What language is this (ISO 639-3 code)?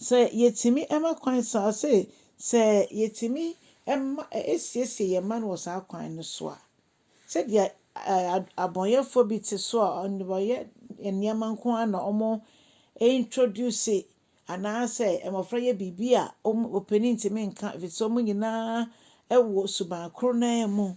aka